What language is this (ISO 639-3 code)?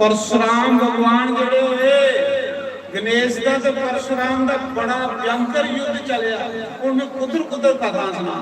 doi